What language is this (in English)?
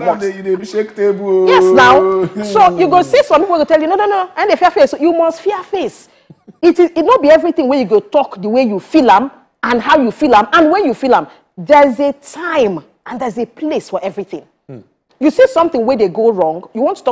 Nigerian Pidgin